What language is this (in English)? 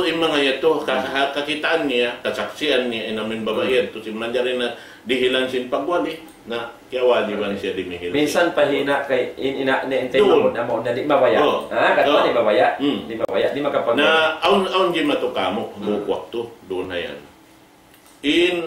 Tausug